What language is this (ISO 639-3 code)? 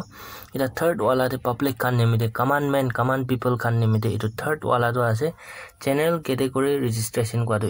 nag